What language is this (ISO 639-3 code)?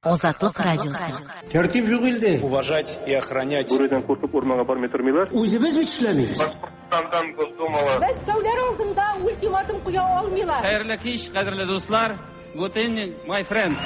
tat